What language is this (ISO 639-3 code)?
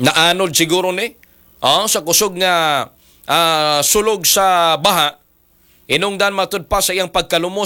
ceb